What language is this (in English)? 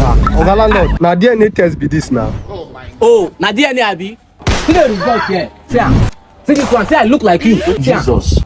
Nigerian Pidgin